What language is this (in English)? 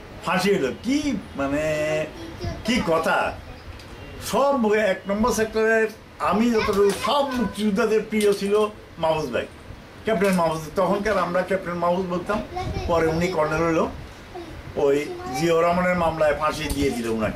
Bangla